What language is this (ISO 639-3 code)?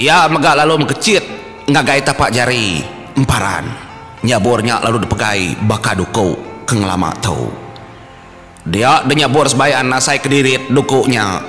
iba